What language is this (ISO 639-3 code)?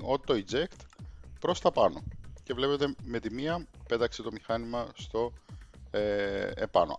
ell